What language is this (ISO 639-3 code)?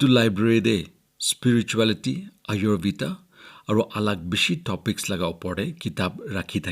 nag